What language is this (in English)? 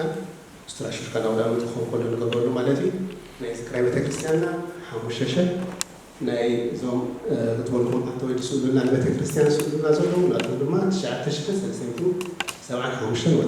Tigrinya